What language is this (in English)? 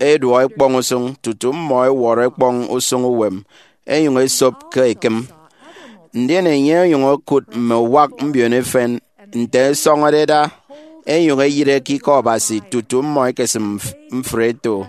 Efik